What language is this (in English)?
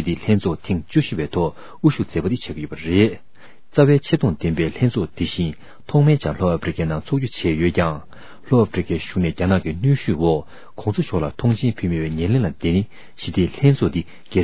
Tibetan